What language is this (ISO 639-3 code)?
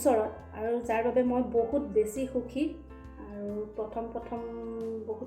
asm